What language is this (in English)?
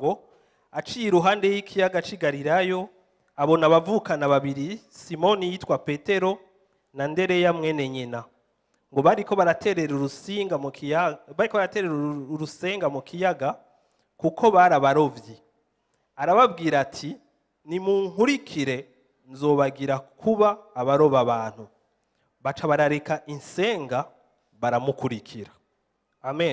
Rundi